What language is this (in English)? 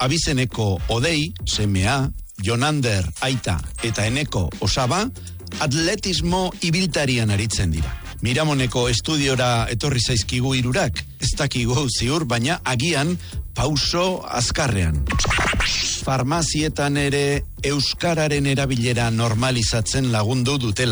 Basque